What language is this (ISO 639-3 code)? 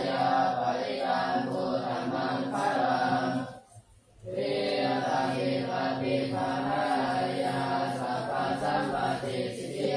pli